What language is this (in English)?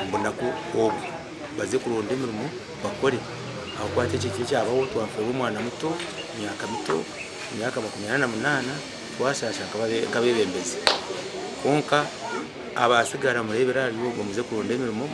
Nyankole